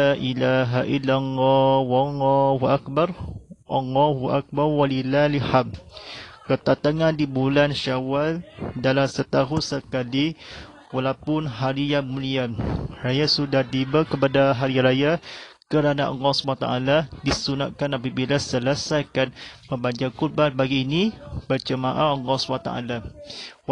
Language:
Malay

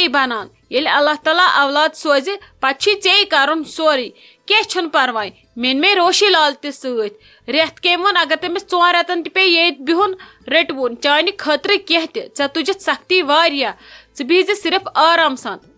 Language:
Kashmiri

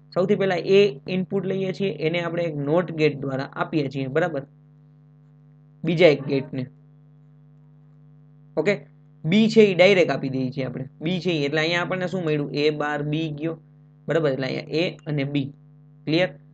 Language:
Gujarati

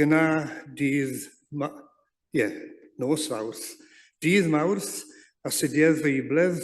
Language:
Welsh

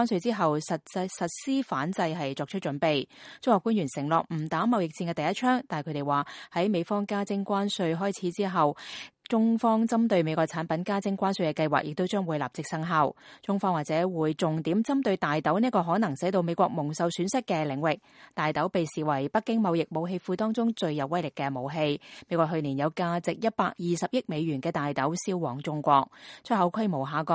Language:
Cantonese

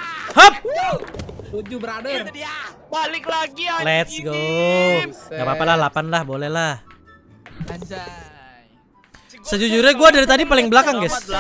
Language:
Indonesian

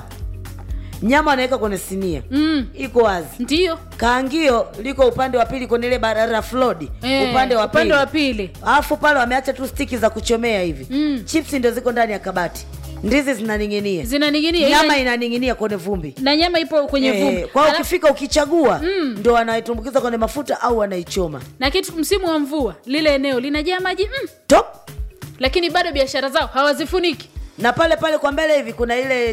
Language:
Swahili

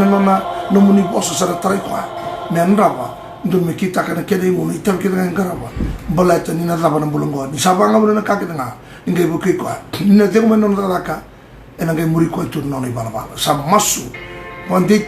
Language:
Fijian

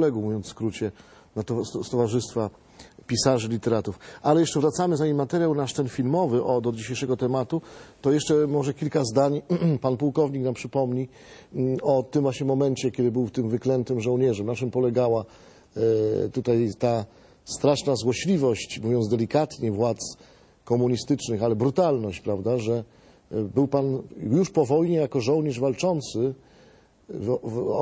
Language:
Polish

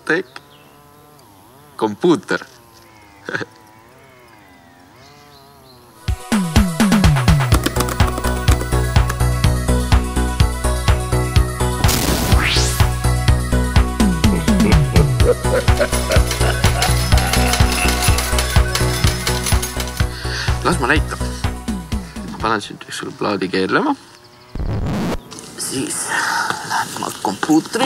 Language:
Estonian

